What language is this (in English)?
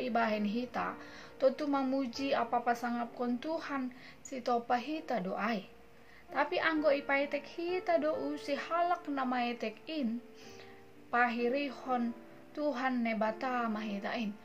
Batak Simalungun